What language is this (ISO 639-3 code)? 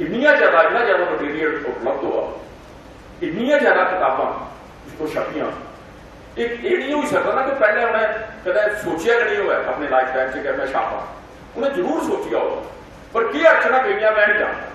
doi